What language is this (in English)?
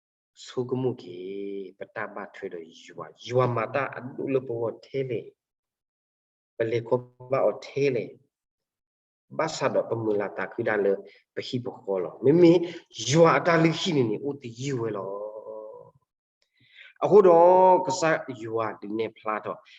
S'gaw Karen